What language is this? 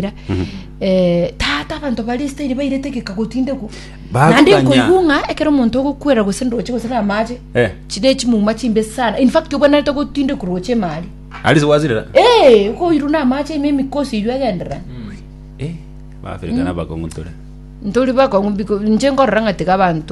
Gusii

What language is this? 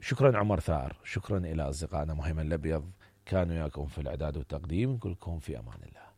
Mesopotamian Arabic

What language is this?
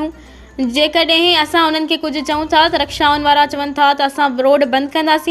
Sindhi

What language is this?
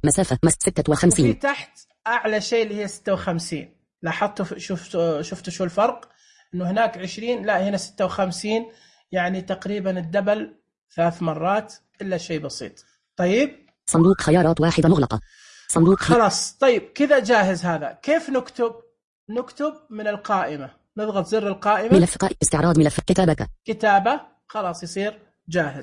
Najdi Arabic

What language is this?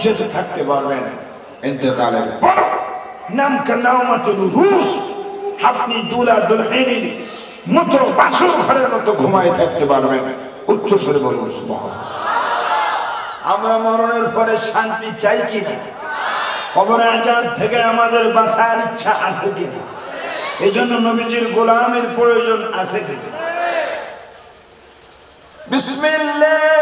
Bangla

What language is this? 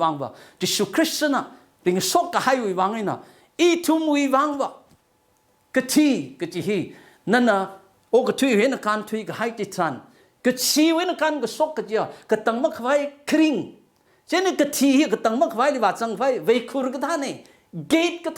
Tangkhul Naga (India)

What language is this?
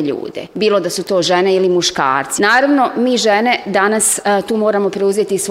Bosnian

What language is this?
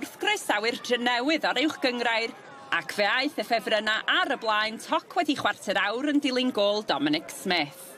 Welsh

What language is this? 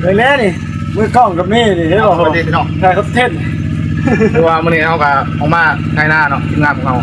Northeastern Thai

